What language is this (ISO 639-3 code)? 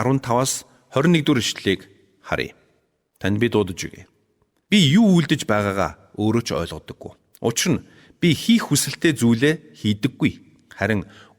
mon